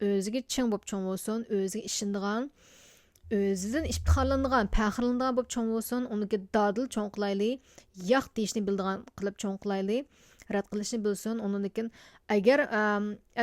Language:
Uyghur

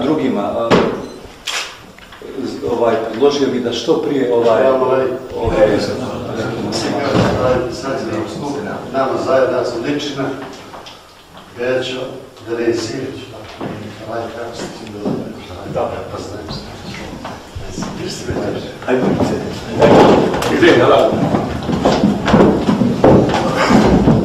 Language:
Bosnian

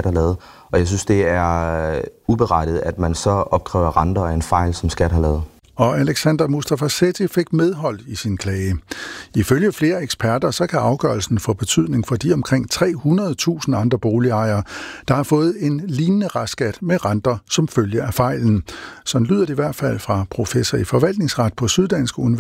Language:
Danish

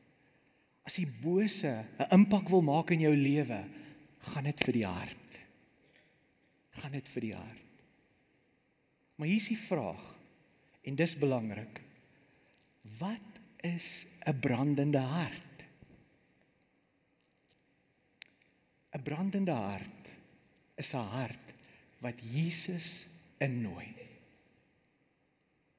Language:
Afrikaans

